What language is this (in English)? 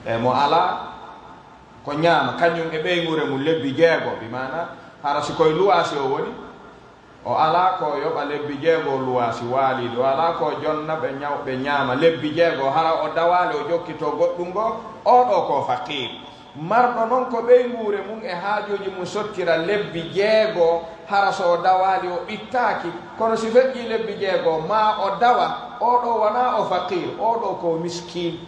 Pular